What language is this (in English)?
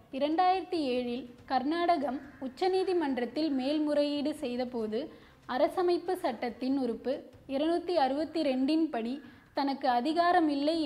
Tamil